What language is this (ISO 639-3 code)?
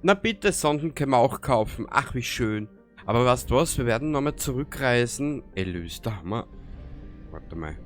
bar